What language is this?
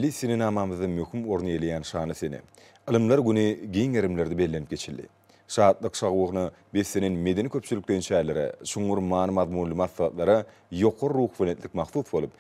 Turkmen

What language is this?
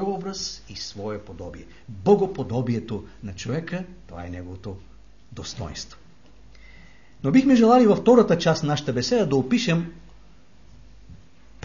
Bulgarian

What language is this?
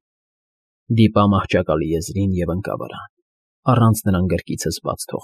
Armenian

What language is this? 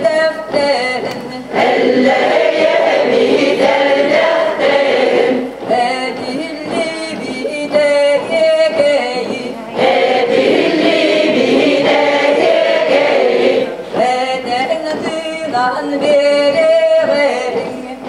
Yakut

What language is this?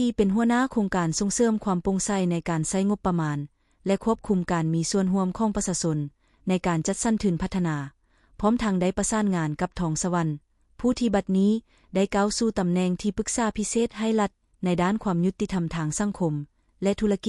Lao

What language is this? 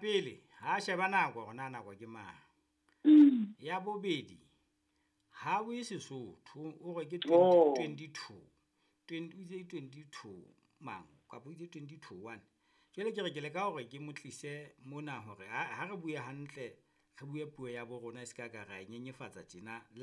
Southern Sotho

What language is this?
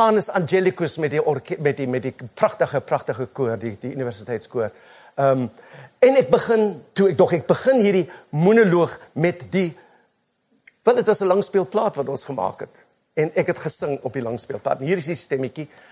Afrikaans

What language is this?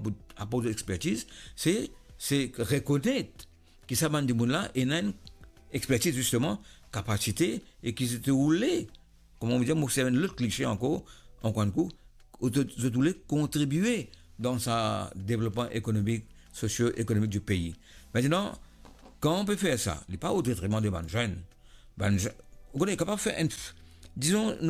Morisyen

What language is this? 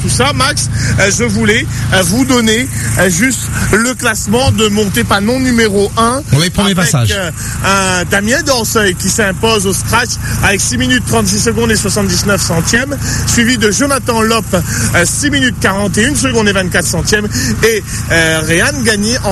French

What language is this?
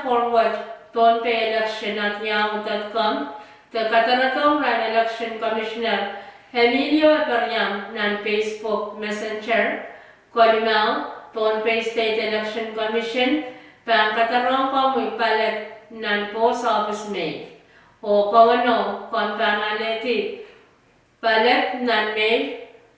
Pohnpeian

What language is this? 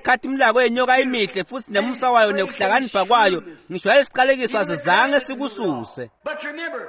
Swati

